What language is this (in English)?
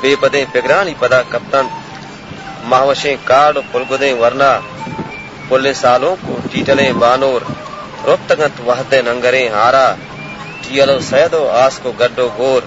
Baluchi